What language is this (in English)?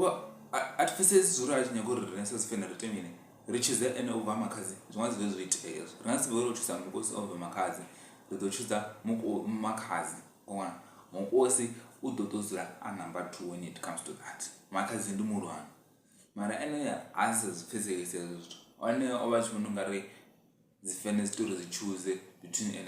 Venda